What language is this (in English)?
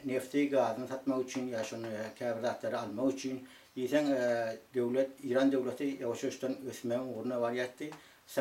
Turkmen